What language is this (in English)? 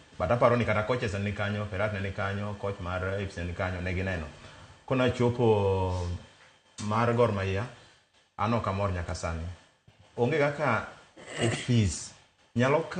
Luo (Kenya and Tanzania)